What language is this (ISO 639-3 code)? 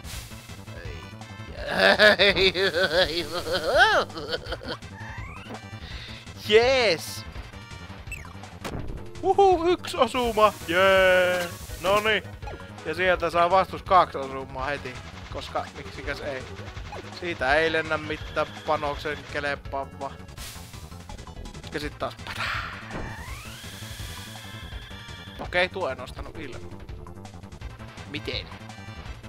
fin